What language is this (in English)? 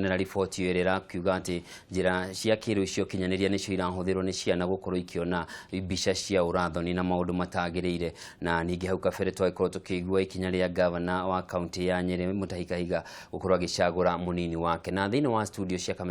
Kikuyu